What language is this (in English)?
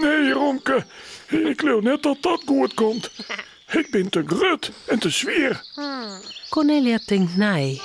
Western Frisian